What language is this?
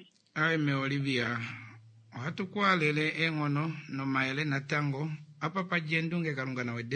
Kuanyama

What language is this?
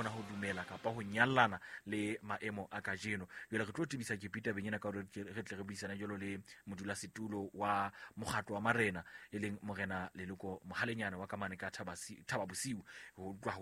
Southern Sotho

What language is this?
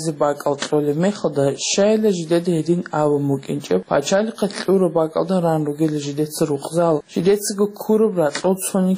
Avaric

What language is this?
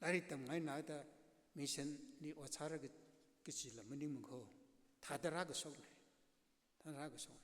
Tangkhul Naga (India)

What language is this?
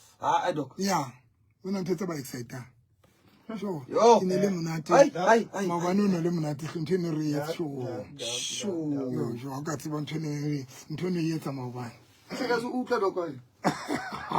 Southern Sotho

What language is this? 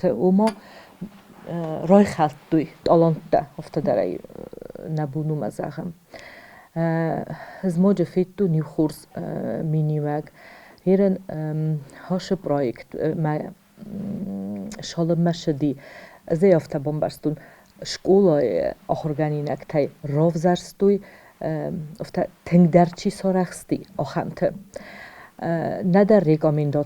Ossetic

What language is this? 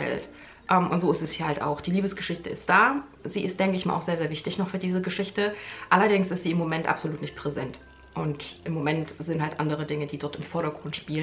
German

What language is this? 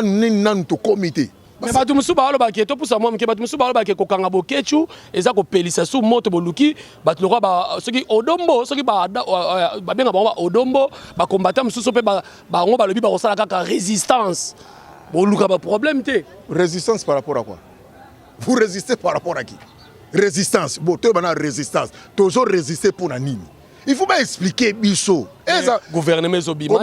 Lingala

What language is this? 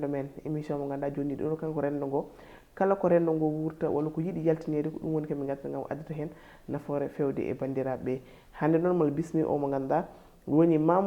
Fula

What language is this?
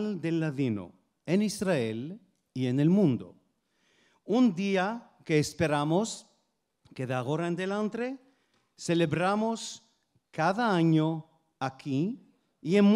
Ladino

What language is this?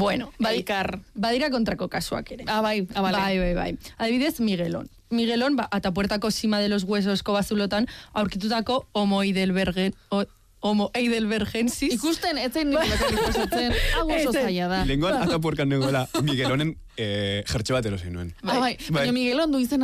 Basque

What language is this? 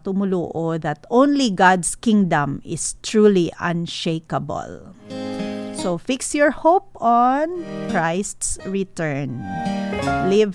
Hiligaynon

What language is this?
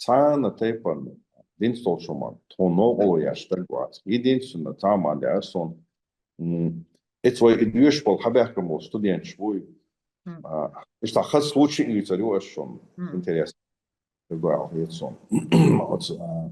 Chechen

